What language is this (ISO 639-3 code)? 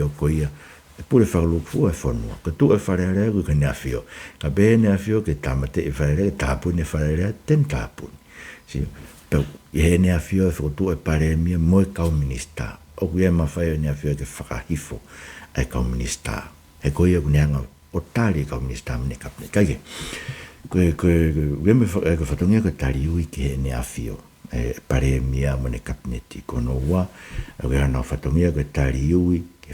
ton